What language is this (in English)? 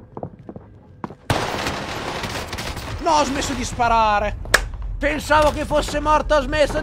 Italian